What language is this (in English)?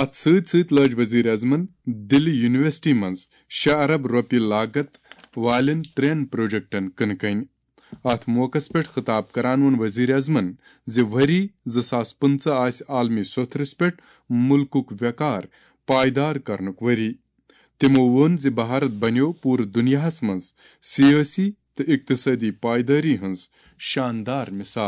Kashmiri